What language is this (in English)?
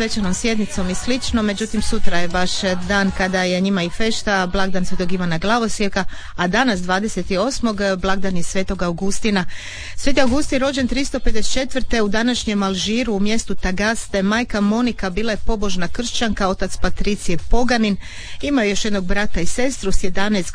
Croatian